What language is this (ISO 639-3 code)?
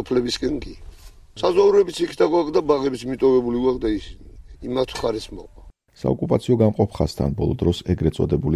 kat